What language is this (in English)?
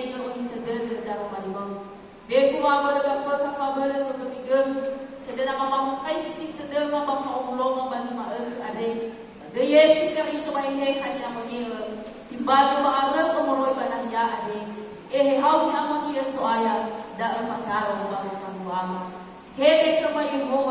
Nias